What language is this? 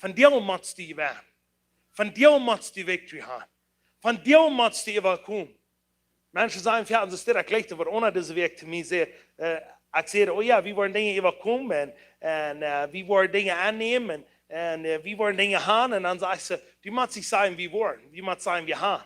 Plautdietsch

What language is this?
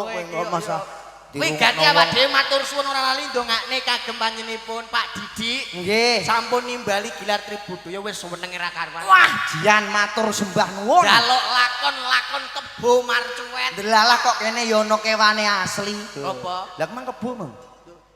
Javanese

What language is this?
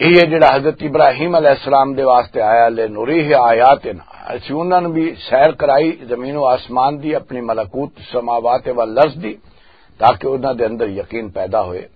Western Panjabi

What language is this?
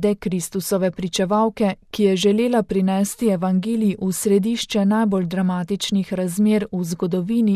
Slovenian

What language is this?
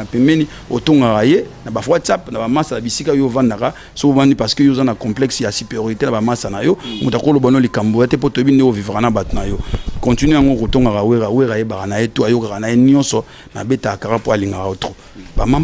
Lingala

